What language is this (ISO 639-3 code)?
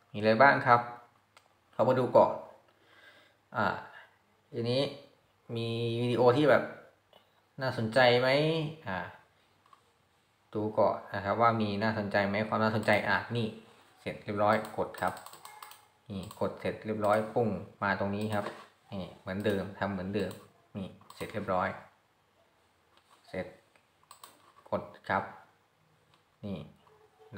tha